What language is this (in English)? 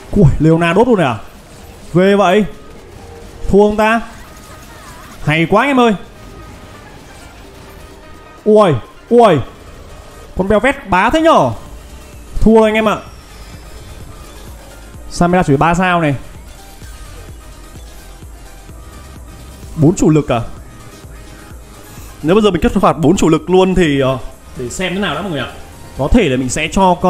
Vietnamese